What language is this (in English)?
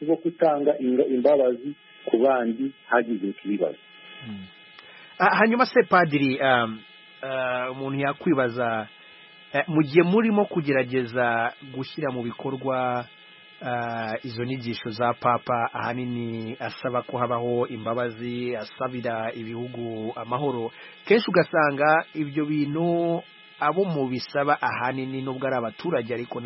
Kinyarwanda